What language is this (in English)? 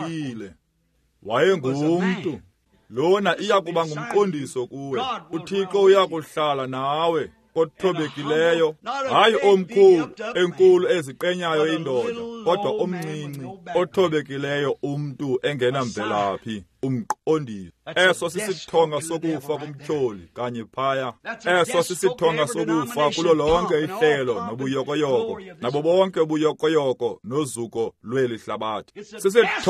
Xhosa